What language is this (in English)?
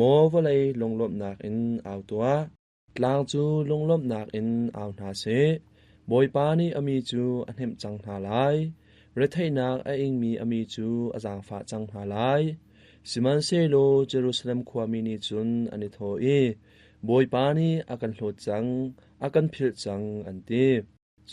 Hakha Chin